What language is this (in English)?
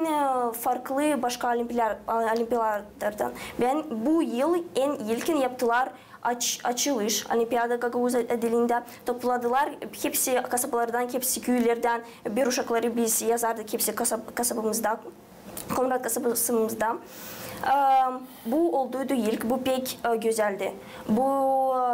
Gagauz